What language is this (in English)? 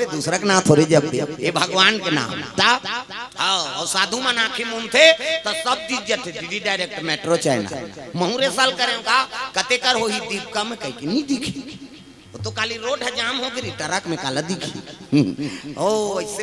Chhattisgarhi